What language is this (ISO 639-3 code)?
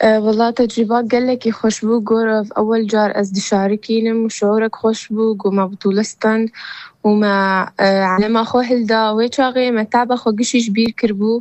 kur